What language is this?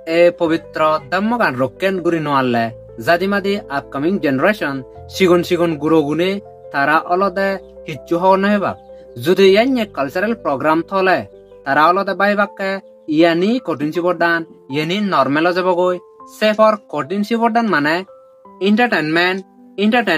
Chakma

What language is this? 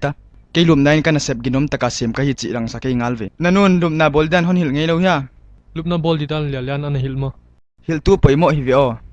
Paite Chin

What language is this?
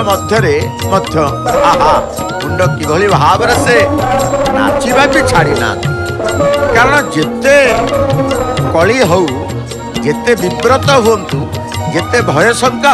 Odia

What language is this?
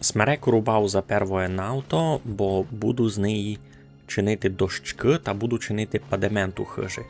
Rusyn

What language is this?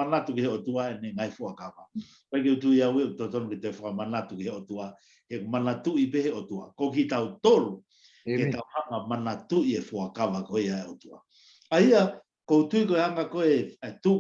Tongan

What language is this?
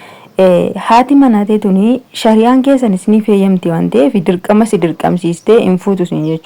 Oromo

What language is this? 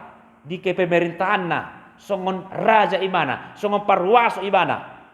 Batak Toba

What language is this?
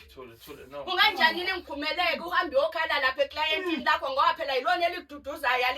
Zulu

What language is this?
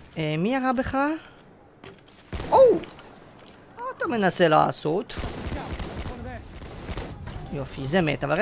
Hebrew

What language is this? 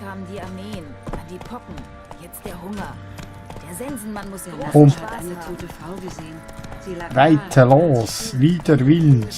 Swiss German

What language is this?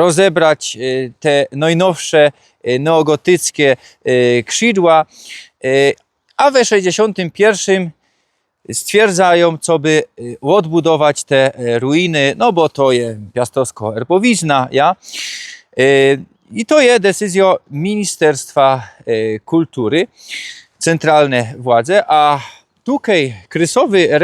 Silesian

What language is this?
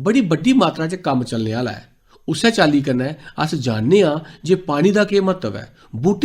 Dogri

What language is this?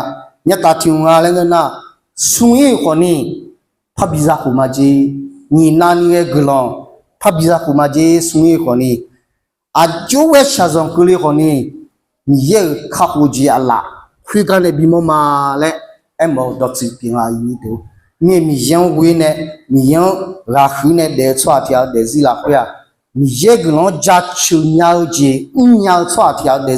Akha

